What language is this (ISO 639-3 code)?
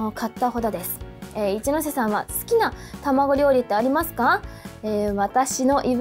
jpn